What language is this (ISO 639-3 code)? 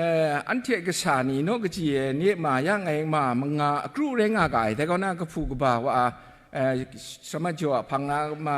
kac